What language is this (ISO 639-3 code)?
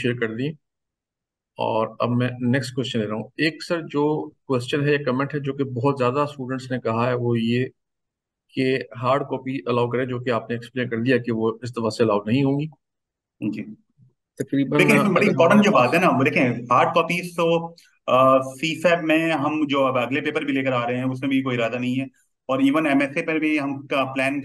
hin